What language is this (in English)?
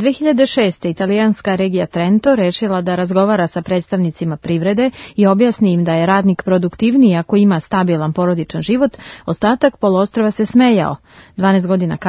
Serbian